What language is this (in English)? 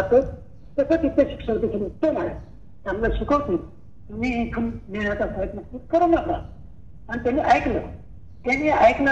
Marathi